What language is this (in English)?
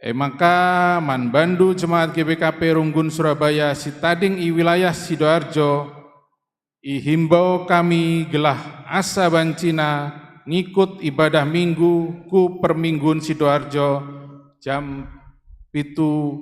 Batak Karo